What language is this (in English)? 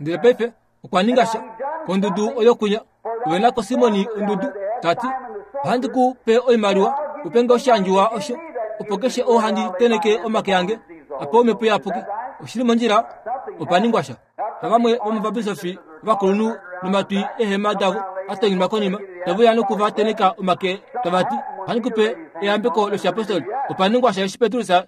Kuanyama